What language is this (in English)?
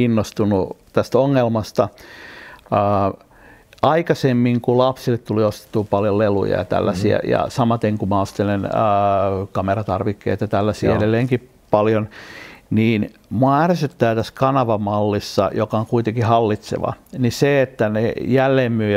Finnish